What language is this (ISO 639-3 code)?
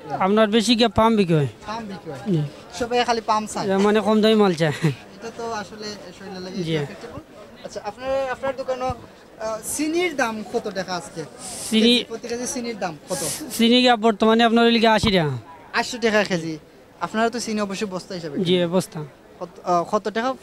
ben